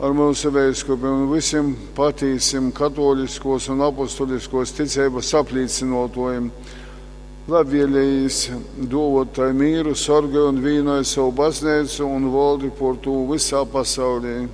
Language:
Latgalian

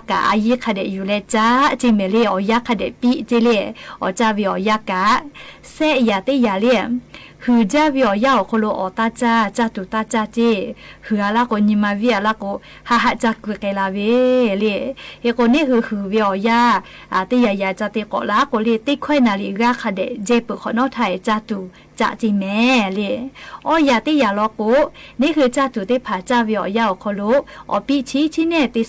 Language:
Lahu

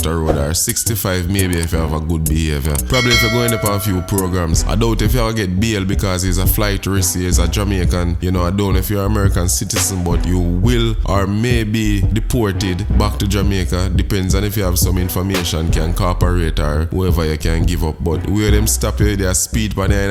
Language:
Jamaican Creole English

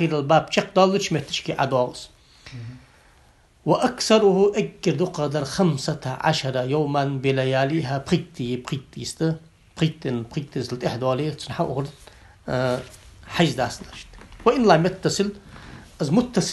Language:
Ingush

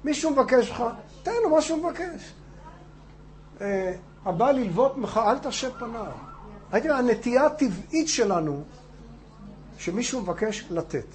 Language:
Hebrew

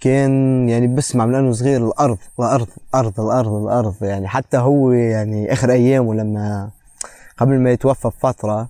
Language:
North Levantine Arabic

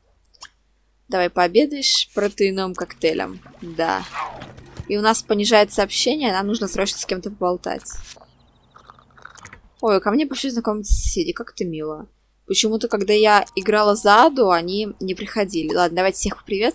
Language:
Russian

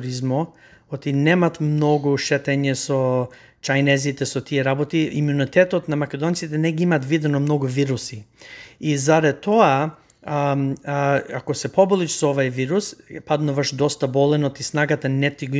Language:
Macedonian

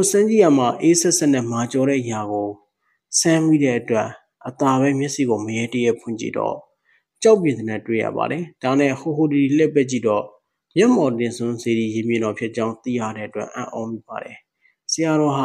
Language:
Burmese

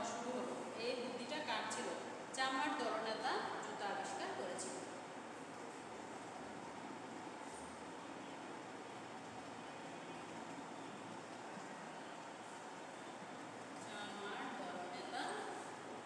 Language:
Bangla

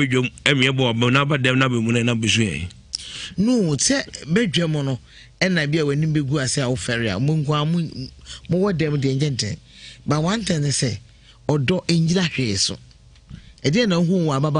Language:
Akan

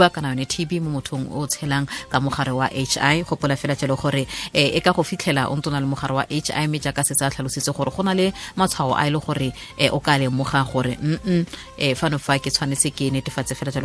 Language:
Tswana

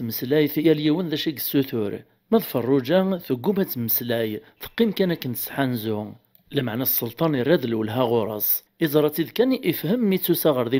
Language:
Kabyle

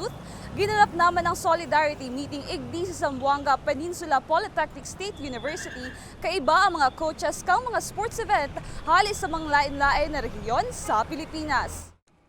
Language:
Bikol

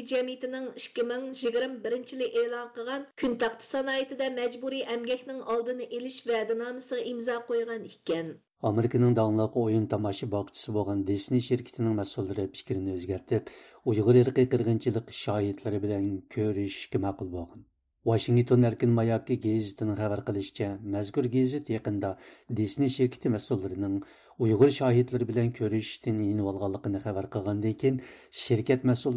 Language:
Uyghur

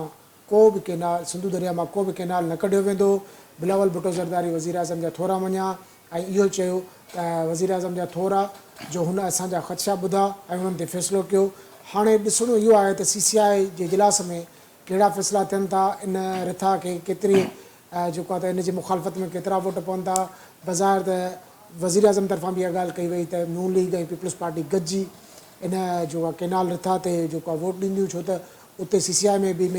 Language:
Sindhi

